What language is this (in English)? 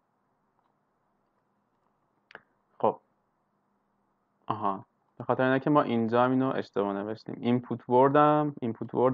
Persian